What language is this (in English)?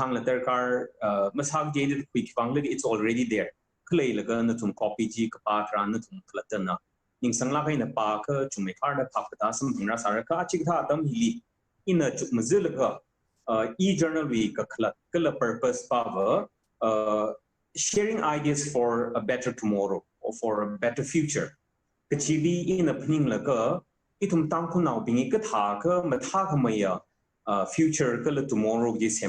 Tangkhul Naga (India)